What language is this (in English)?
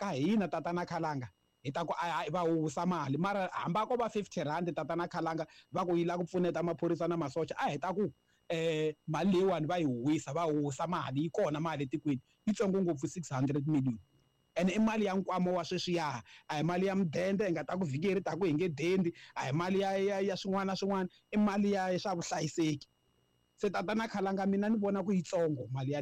Tsonga